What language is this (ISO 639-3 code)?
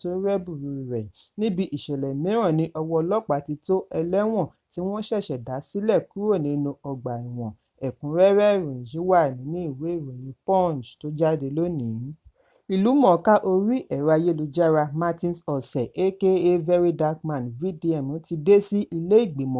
yor